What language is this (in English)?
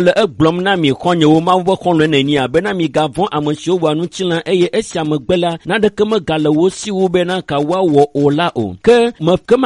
Ewe